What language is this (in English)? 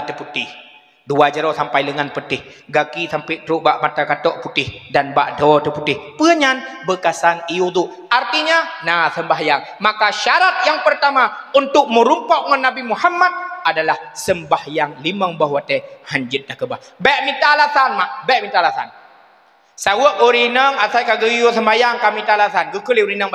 Achinese